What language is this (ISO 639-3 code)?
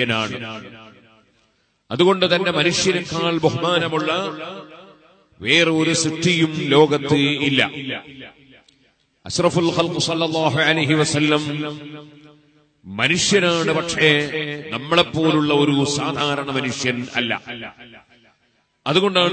mal